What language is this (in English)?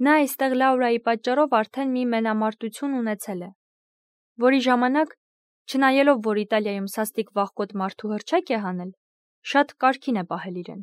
Armenian